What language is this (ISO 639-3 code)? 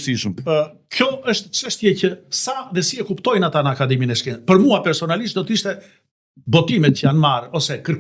sqi